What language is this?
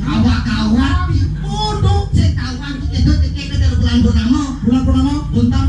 Balinese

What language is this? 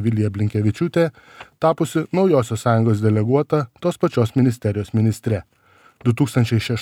Lithuanian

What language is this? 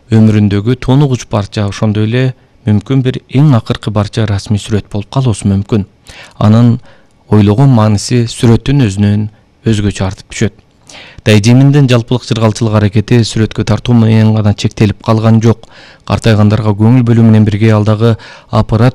Kyrgyz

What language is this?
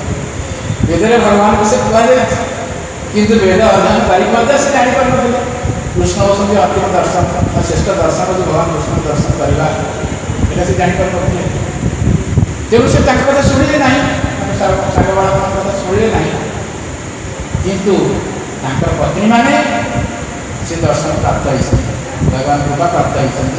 Odia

